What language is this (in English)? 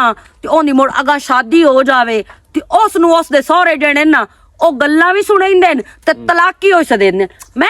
Western Panjabi